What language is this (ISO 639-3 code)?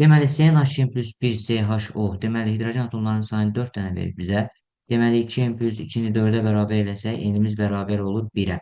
aze